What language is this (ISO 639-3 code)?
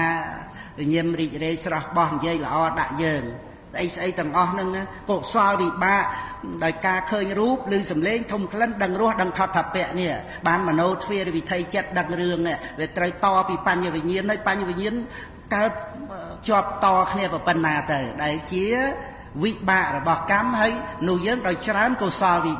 khm